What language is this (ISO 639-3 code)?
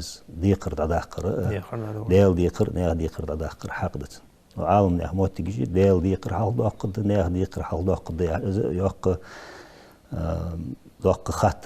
inh